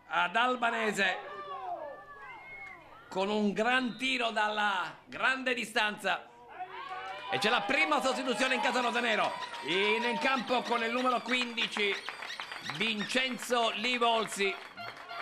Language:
Italian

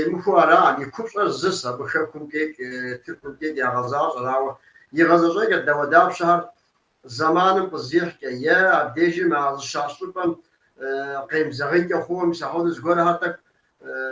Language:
Kabardian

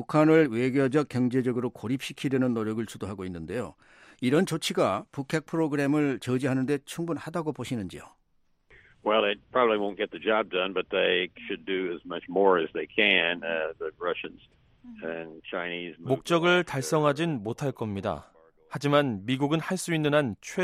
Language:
Korean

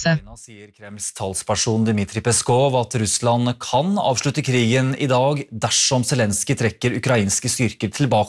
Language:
Norwegian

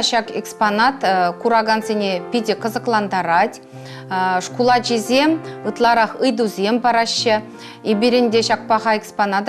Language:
Chuvash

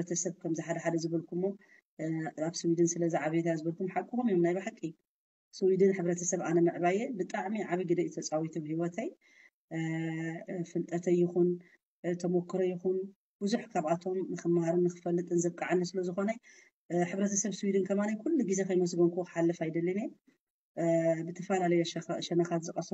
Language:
Tigrinya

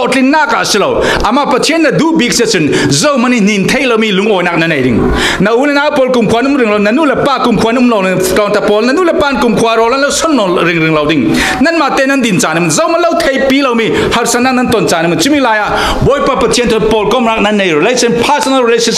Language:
Falam Chin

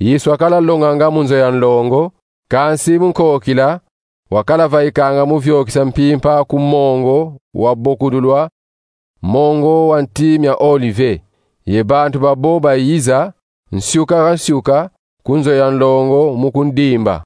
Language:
Kongo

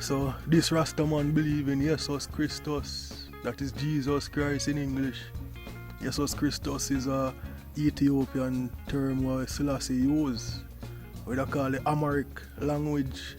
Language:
Jamaican Creole English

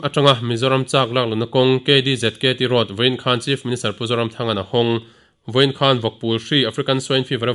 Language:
Mizo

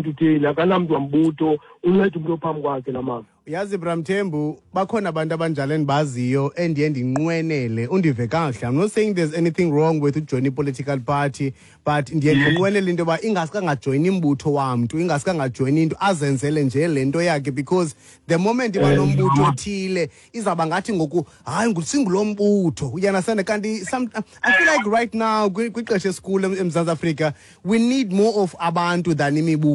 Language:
Xhosa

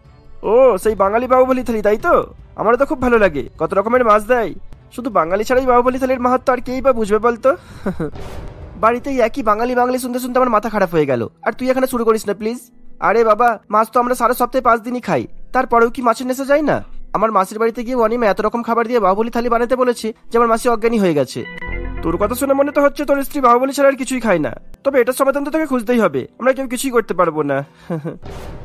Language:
Bangla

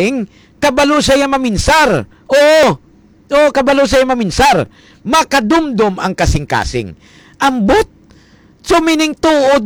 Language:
Hiligaynon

